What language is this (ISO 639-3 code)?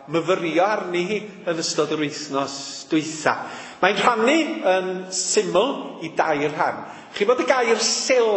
cym